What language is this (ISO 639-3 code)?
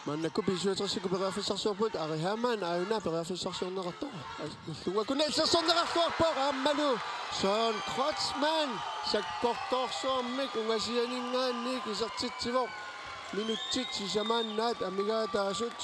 kal